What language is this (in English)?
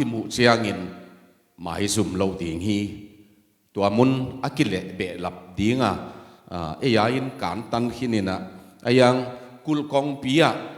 Tedim Chin